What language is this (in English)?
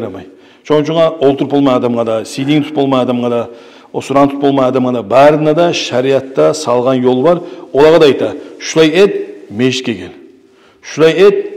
Kumyk